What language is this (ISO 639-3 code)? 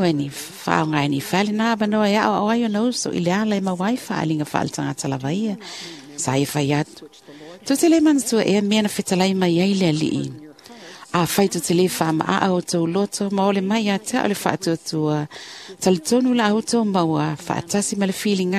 smo